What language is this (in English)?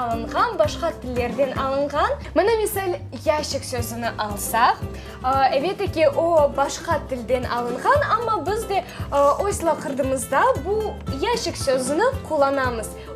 Crimean Tatar